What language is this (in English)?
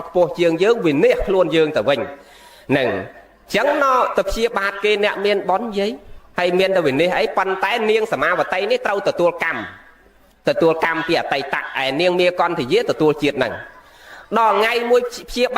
Khmer